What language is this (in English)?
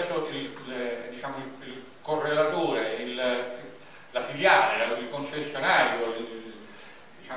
Italian